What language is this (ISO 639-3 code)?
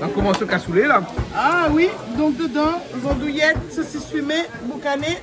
rcf